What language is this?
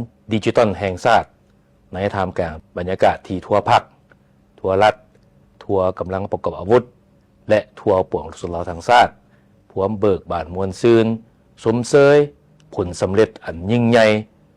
Lao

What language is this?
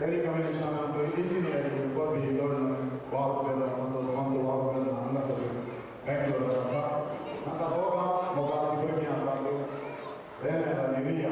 Konkani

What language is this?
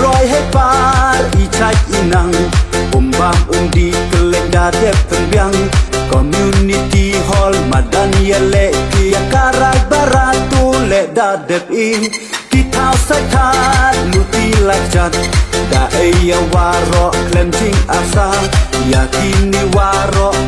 Khasi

